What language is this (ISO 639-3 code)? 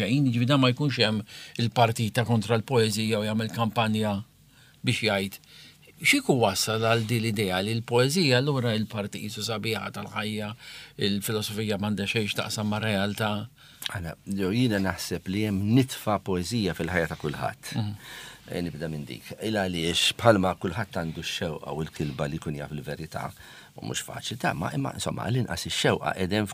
mlt